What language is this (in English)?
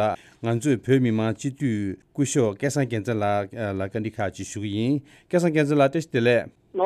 Tibetan